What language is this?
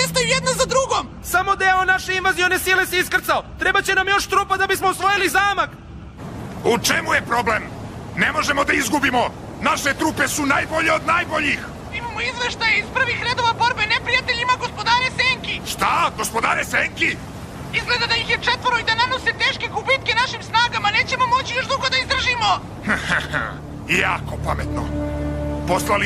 Serbian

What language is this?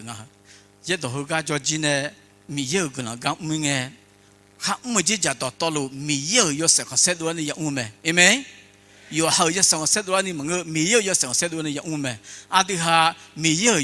Akha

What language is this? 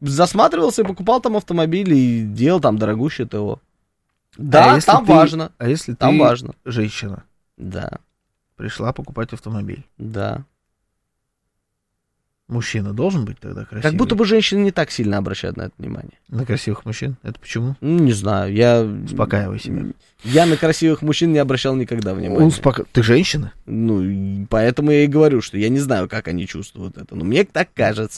Russian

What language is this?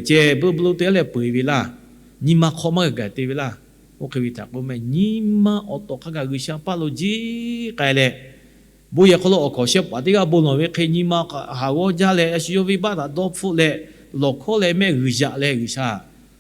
Lahu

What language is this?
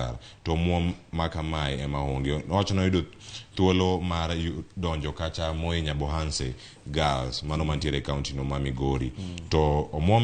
Luo (Kenya and Tanzania)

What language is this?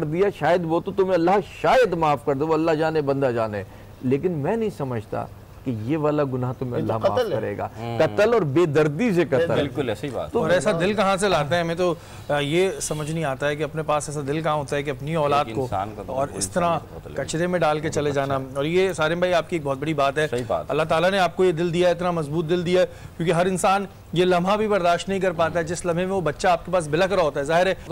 Urdu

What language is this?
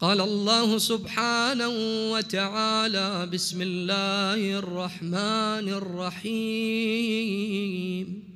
Mesopotamian Arabic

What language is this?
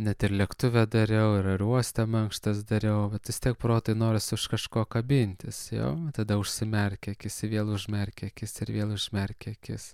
Lithuanian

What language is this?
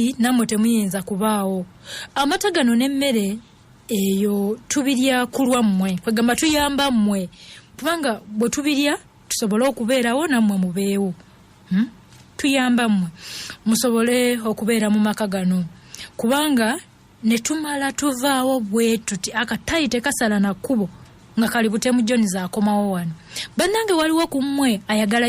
Ganda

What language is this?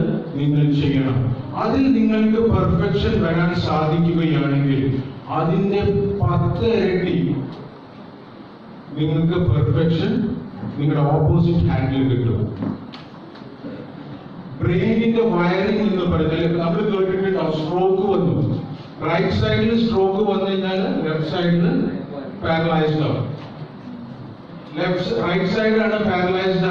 Malayalam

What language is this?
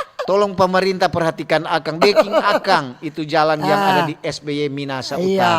Manado Malay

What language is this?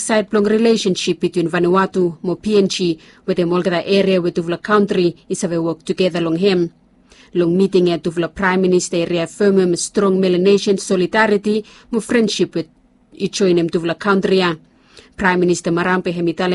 Bislama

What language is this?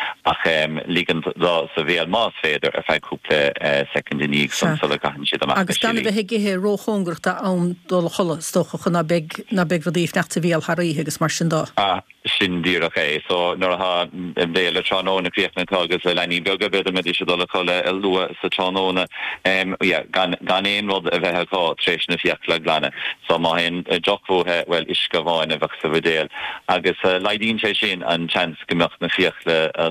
Irish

